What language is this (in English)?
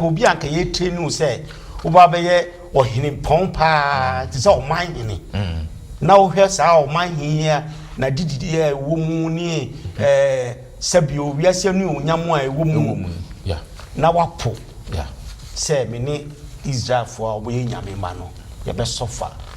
Akan